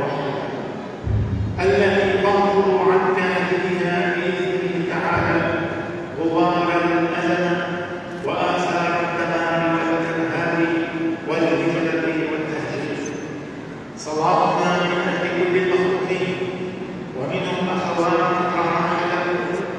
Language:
Arabic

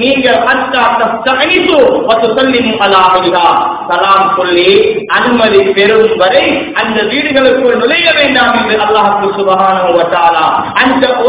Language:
Tamil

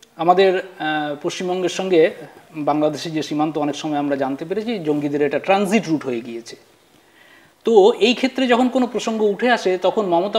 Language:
Bangla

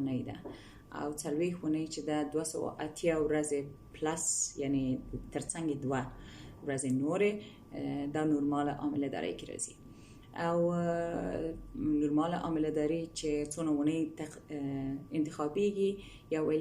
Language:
Pashto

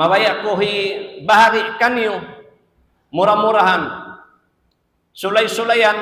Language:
Tausug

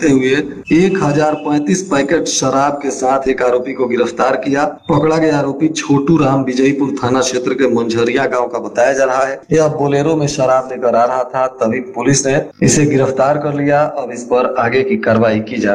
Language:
Hindi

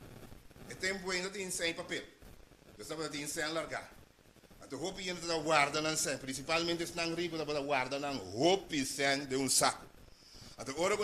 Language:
Papiamento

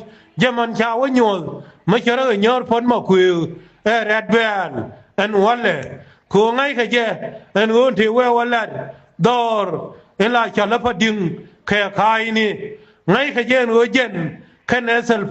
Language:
Nuer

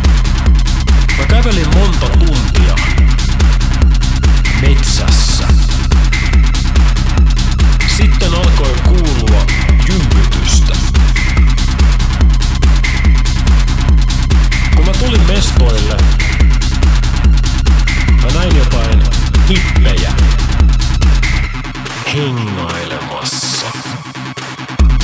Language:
Finnish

